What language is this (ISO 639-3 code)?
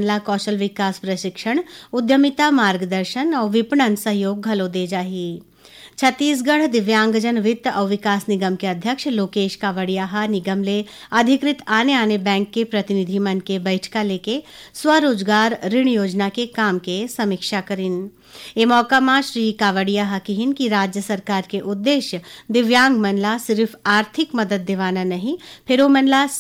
hne